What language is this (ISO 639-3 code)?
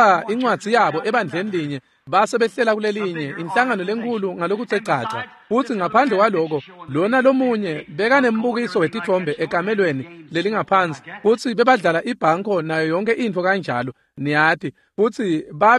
ssw